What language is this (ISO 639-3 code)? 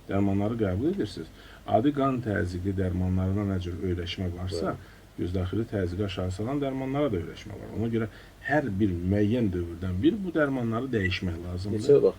aze